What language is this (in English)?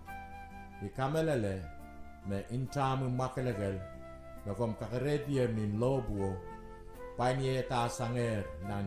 Pohnpeian